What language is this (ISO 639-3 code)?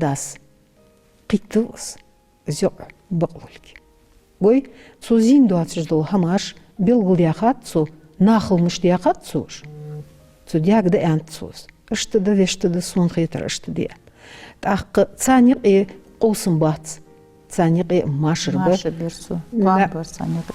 inh